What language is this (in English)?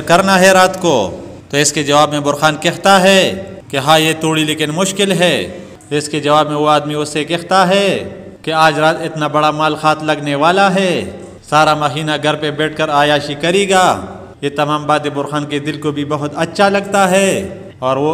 Urdu